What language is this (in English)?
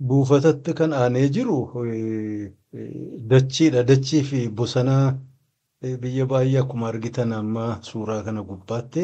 Oromo